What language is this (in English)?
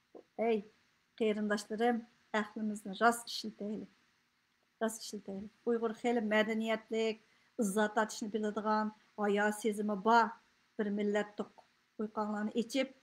Uyghur